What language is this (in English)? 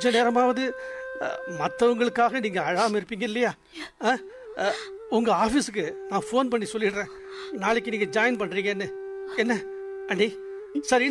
Tamil